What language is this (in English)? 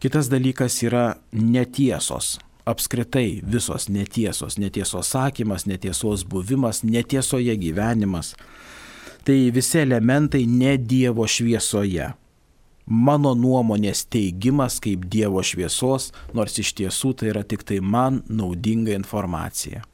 Lithuanian